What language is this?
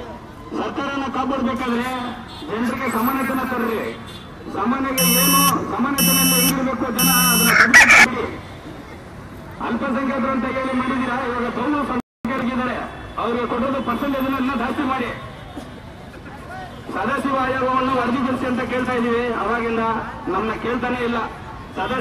Kannada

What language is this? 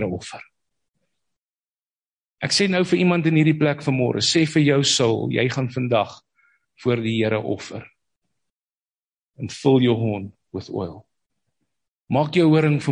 Afrikaans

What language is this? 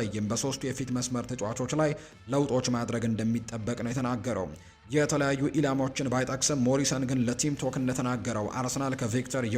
Amharic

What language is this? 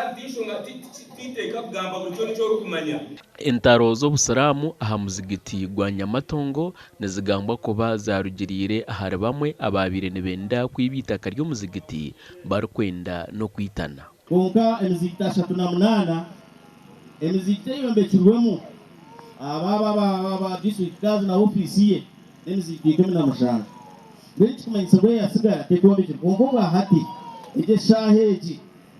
Nyankole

